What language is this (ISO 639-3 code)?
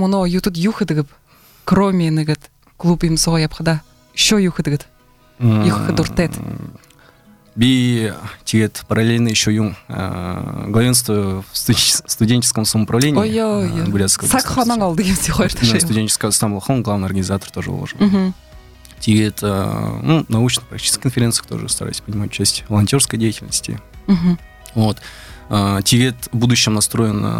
bua